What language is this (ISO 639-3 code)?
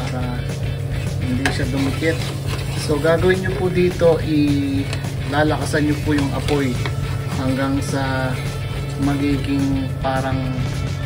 fil